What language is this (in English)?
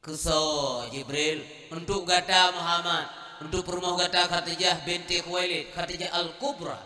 Achinese